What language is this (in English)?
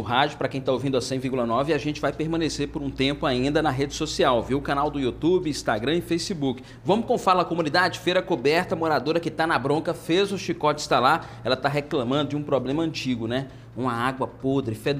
Portuguese